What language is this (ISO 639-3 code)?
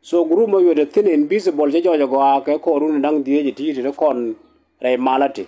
nus